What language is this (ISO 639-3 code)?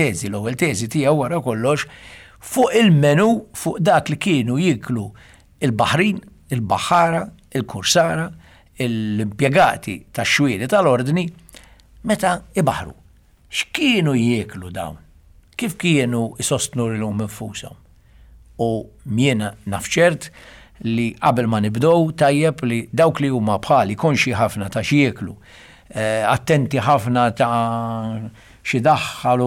mlt